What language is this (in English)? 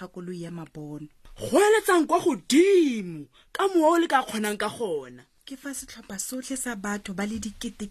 Tswana